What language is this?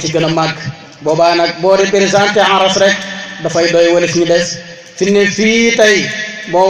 Wolof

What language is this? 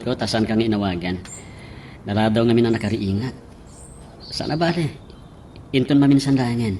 Iloko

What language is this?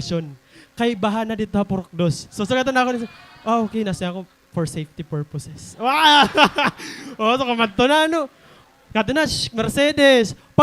Waray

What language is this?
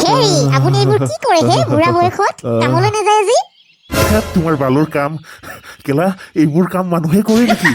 Assamese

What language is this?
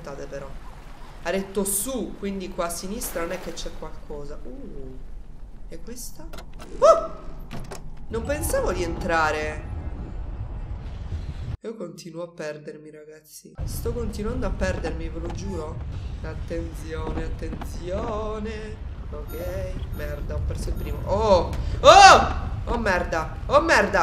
Italian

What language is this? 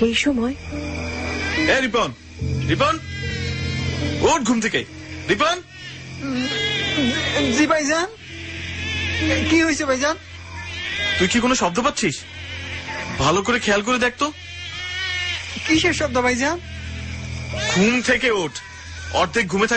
Bangla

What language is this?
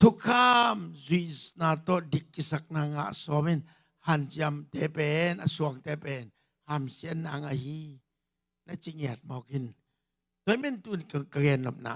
Tedim Chin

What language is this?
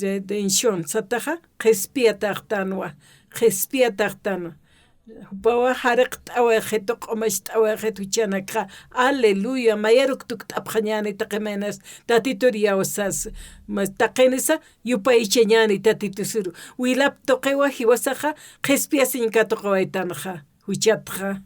Aymara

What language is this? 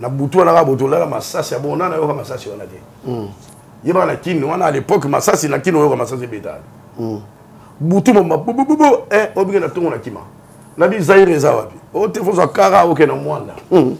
Lingala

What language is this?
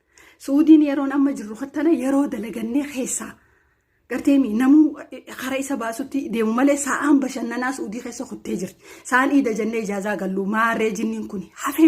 Oromo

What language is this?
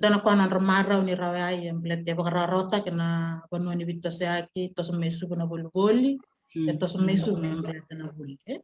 Fijian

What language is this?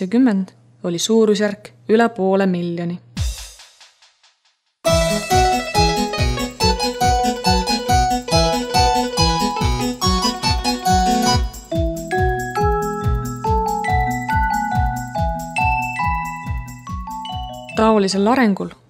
Estonian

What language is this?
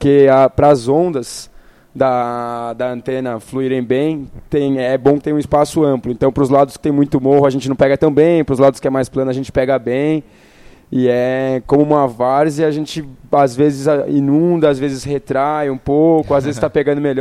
Portuguese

